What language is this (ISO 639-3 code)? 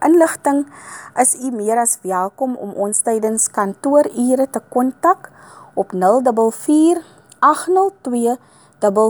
afr